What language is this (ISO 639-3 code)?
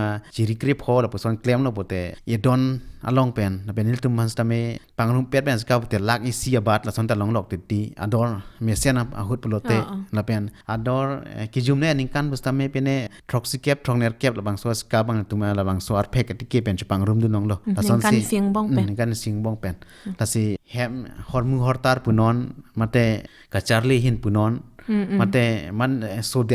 mjw